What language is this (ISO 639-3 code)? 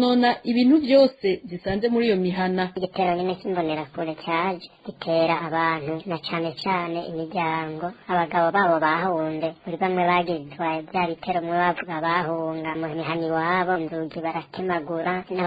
run